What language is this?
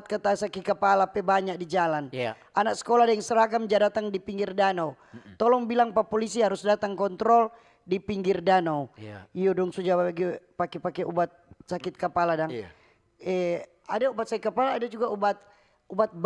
Manado Malay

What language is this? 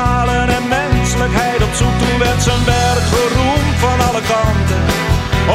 Dutch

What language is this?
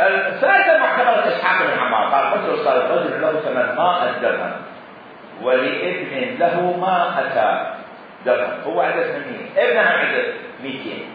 Mesopotamian Arabic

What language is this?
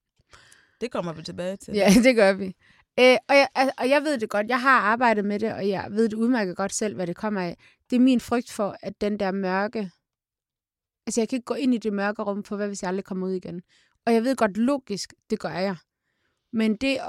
Danish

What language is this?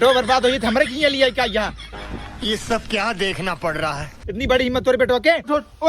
Awadhi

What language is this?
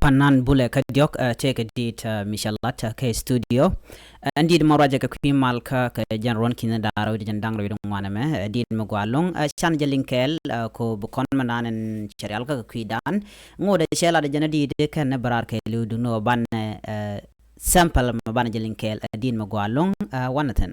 Nuer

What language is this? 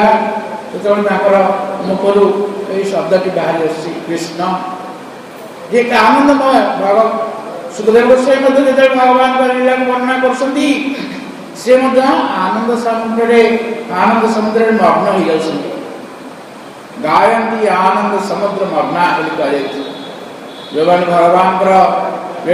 Odia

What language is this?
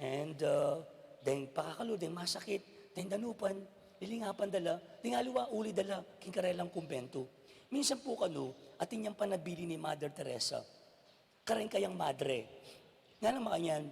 Pampanga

